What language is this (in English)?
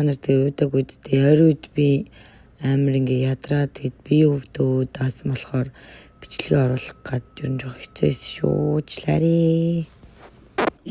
Mongolian